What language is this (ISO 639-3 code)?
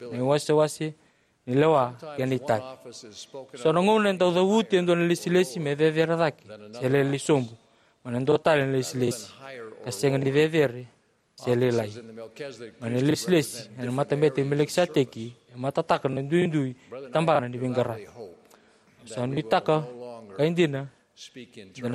fij